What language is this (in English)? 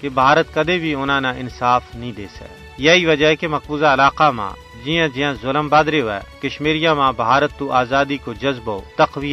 Gujari